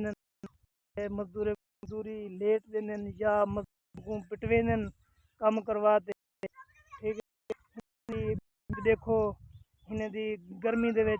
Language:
Saraiki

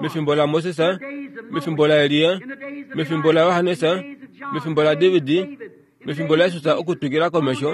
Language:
Kuanyama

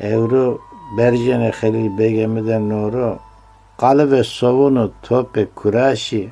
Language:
Zaza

